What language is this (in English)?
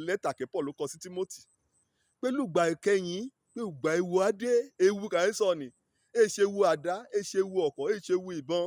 Yoruba